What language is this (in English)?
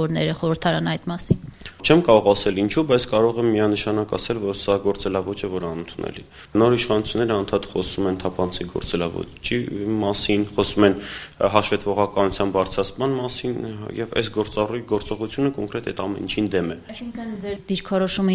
Armenian